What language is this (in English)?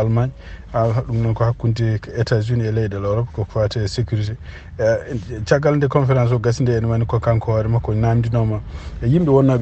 Fula